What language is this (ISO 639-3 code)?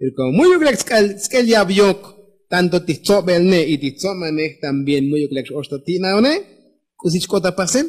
tzo